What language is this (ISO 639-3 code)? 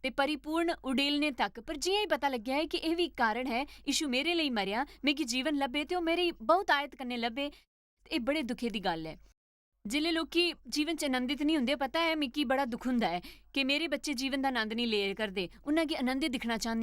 doi